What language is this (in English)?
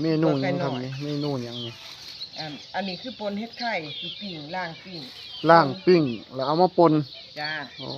Northeastern Thai